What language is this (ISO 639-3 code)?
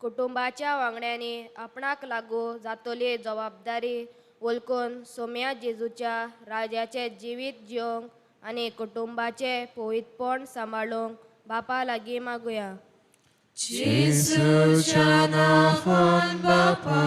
kok